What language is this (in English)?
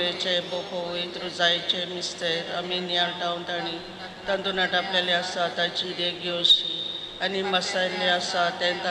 Konkani